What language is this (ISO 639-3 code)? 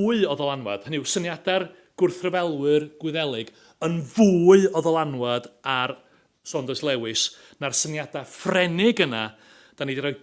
cym